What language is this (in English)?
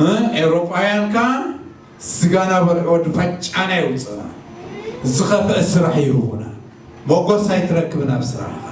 Tigrinya